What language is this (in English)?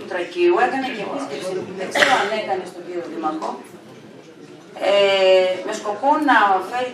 Greek